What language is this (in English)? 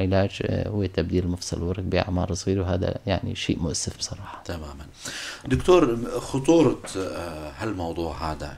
North Levantine Arabic